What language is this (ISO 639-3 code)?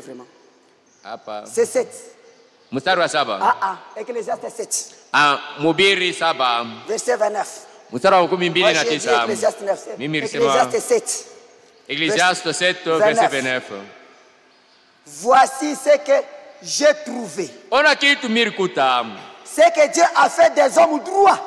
swa